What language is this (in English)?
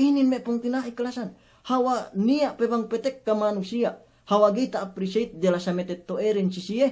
Yakan